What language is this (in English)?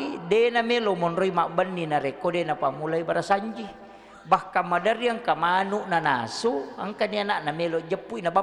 Buginese